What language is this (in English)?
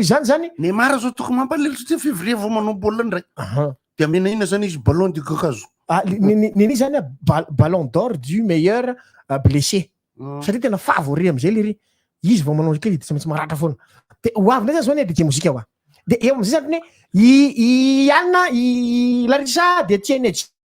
Malagasy